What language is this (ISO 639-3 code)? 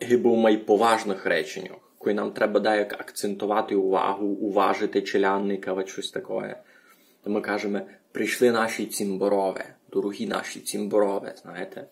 rue